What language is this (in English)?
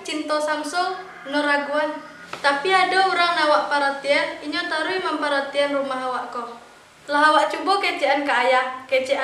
Minangkabau